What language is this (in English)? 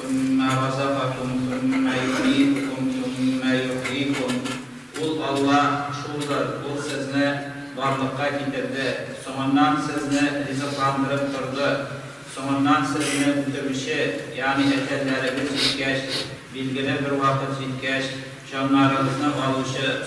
Tatar